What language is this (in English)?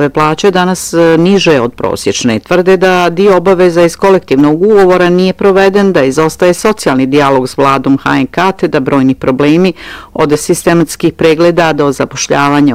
Bosnian